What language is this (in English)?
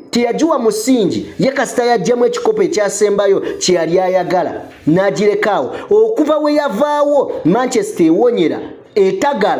Ganda